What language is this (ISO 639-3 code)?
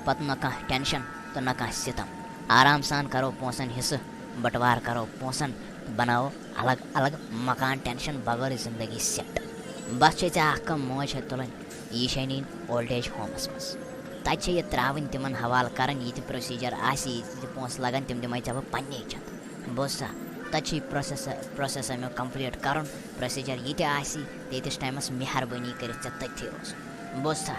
kas